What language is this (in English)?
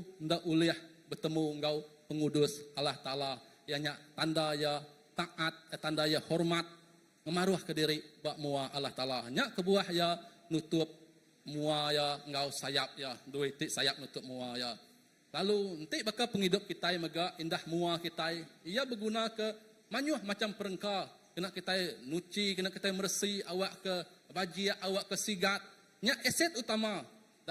Iban